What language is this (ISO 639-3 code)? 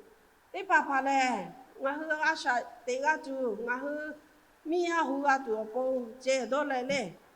lhu